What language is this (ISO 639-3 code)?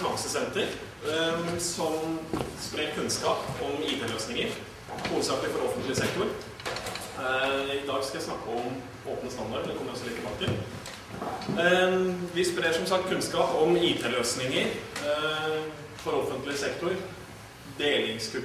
nor